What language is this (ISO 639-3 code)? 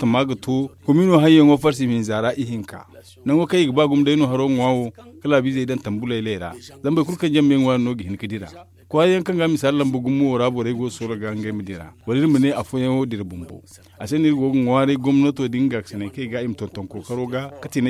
dje